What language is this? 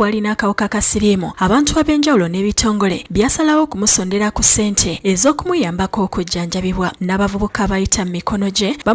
Ganda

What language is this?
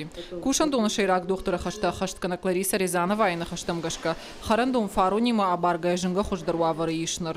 Ossetic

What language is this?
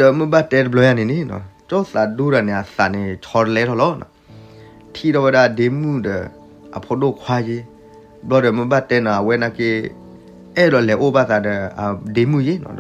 S'gaw Karen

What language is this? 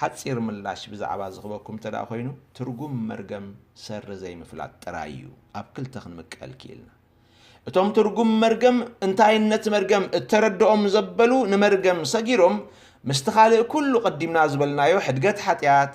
Tigrinya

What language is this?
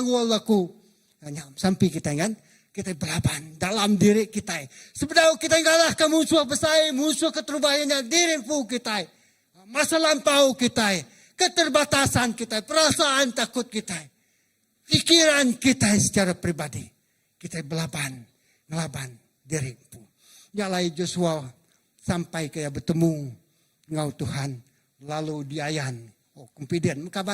Iban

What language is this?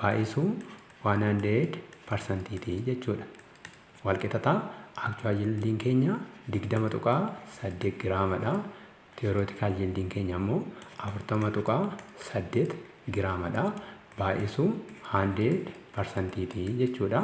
Oromo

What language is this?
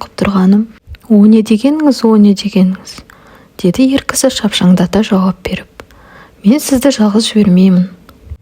Kazakh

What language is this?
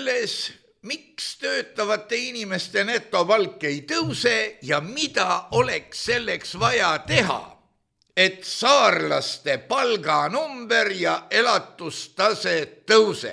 Estonian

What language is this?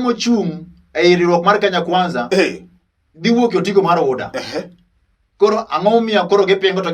Luo (Kenya and Tanzania)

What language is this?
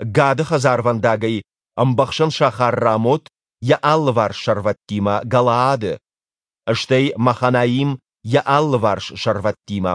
Ossetic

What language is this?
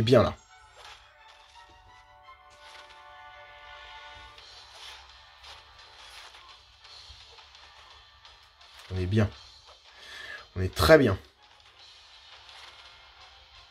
French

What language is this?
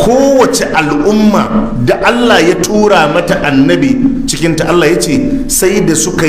Hausa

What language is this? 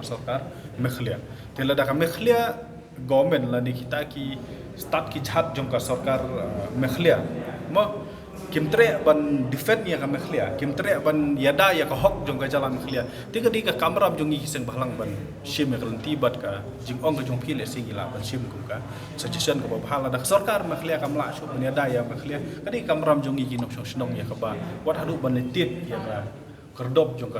Khasi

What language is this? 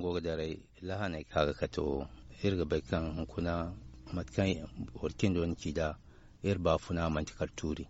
Zarma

